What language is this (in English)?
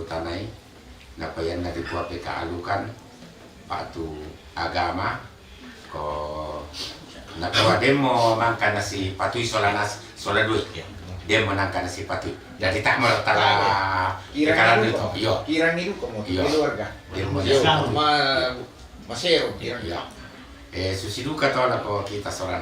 Toraja-Sa'dan